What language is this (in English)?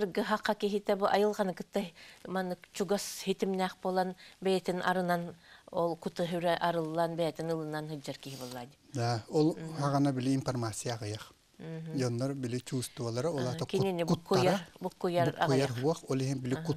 Yakut